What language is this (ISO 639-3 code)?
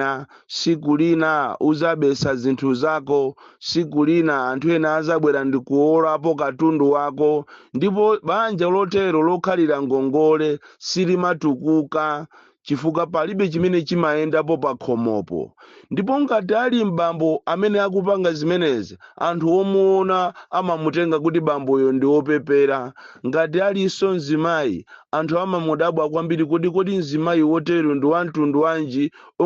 nya